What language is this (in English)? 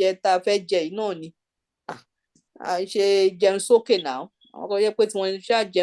Yoruba